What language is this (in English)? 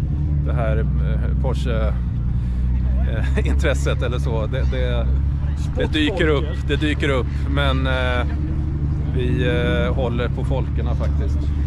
Swedish